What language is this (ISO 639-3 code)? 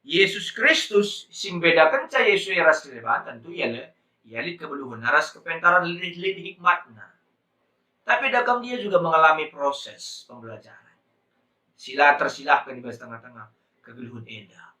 btx